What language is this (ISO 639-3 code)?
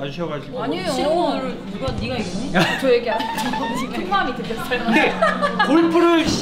kor